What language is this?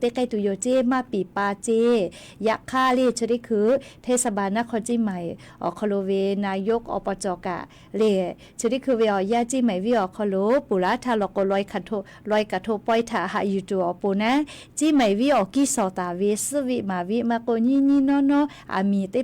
Lahu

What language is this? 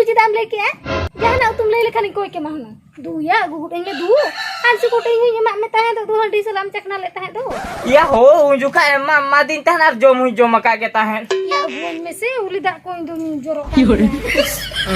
Santali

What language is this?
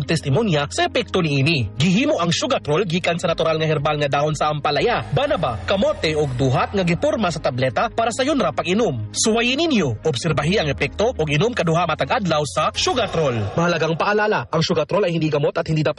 Cebuano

